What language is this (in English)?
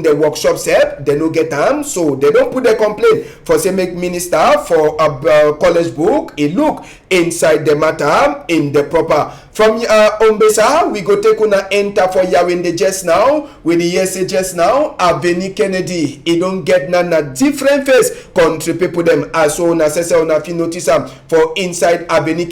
Cameroon Pidgin